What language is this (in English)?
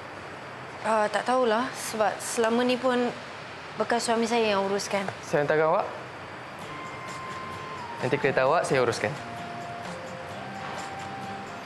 Malay